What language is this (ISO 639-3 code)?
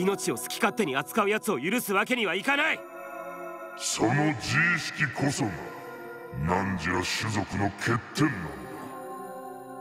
jpn